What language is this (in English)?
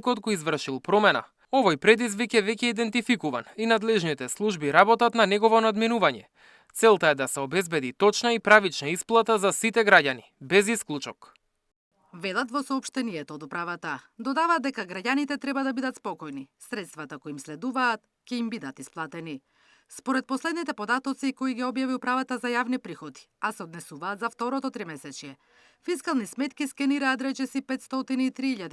Macedonian